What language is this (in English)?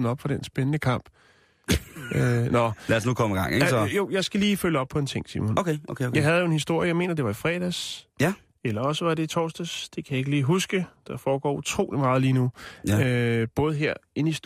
Danish